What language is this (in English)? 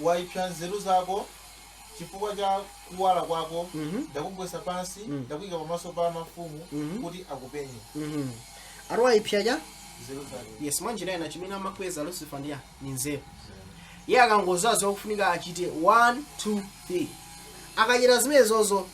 Nyanja